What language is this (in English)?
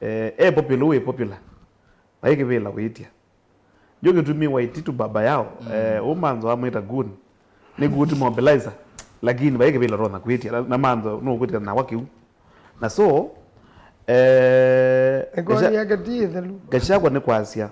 Kamba